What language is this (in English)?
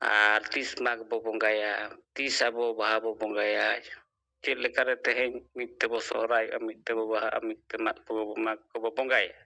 Santali